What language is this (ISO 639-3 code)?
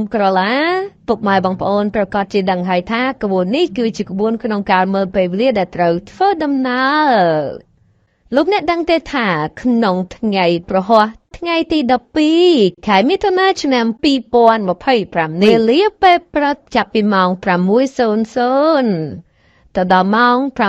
khm